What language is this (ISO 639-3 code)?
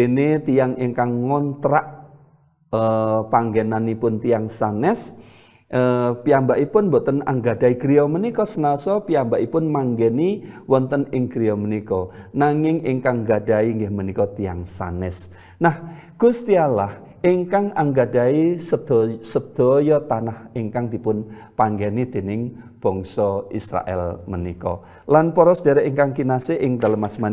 jav